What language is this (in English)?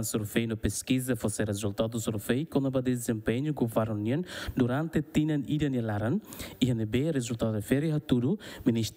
Tetum